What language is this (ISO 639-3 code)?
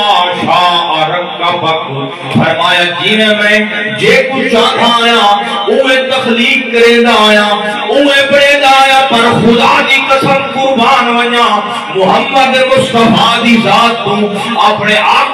skr